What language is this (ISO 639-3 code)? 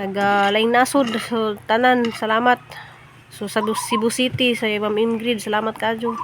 ceb